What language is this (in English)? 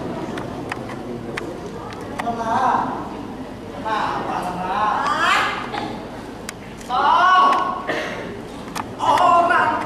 Indonesian